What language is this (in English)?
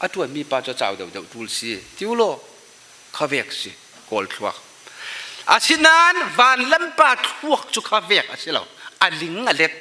Falam Chin